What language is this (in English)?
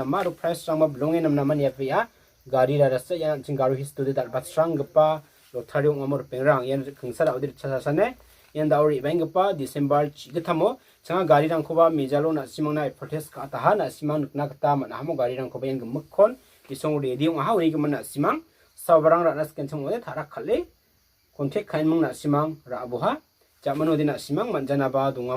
Garo